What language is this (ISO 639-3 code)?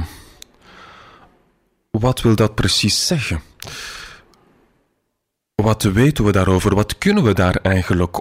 nld